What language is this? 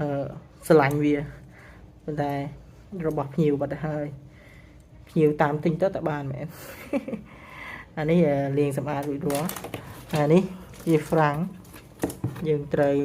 Khmer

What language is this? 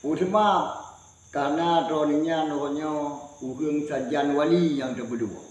Achinese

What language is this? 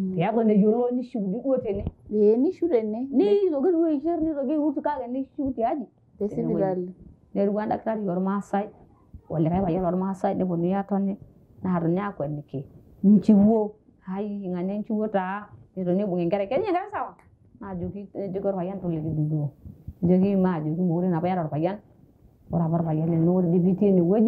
Masai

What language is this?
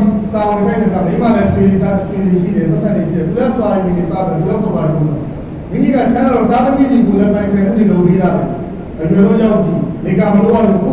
Burmese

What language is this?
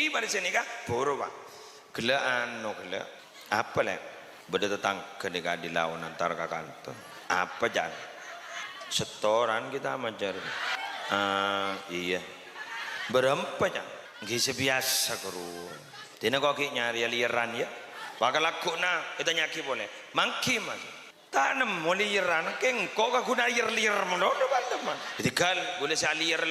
Madurese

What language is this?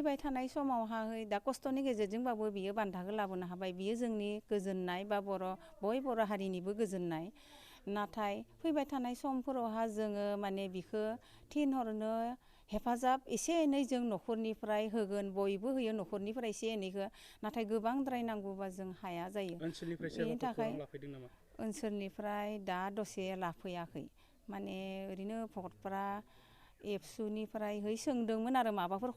Bodo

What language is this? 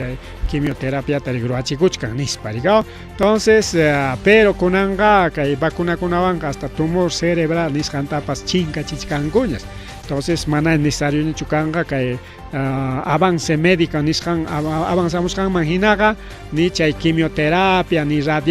Ayacucho Quechua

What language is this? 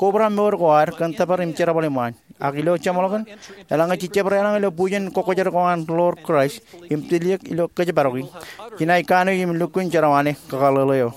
Marshallese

